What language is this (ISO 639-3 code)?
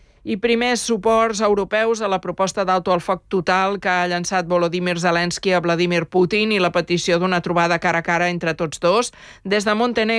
cat